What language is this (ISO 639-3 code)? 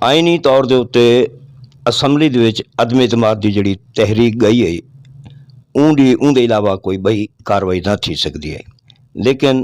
skr